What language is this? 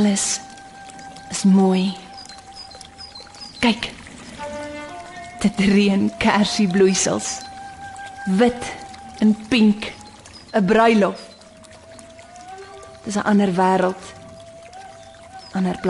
Afrikaans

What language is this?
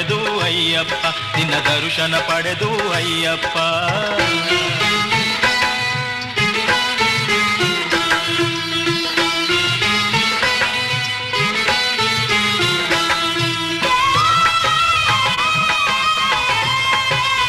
Kannada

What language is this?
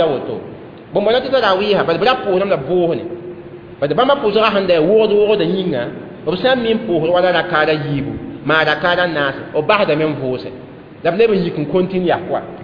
Mossi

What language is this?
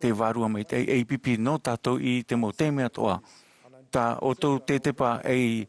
Tahitian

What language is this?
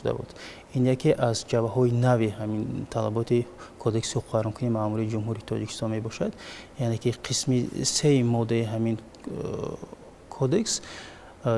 Tajik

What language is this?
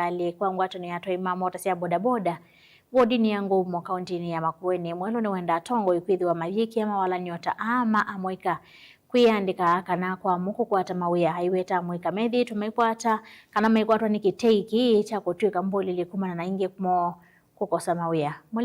Kamba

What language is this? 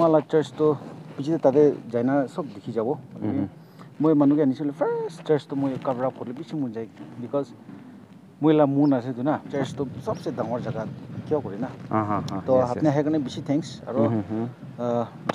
Naga Pidgin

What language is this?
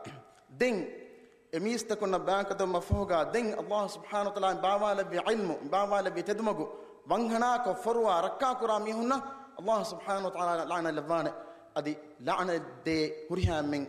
Divehi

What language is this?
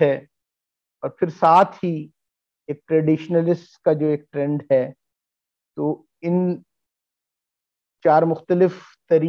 Urdu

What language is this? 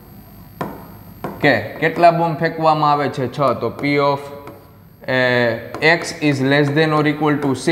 Gujarati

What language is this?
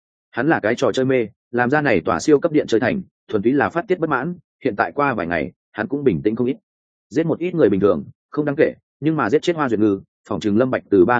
Vietnamese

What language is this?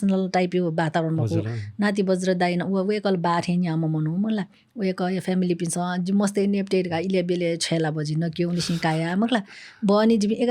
Newari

